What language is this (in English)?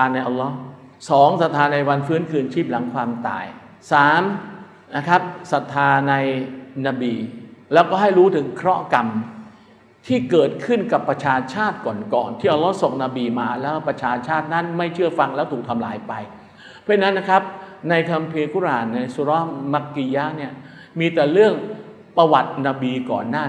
Thai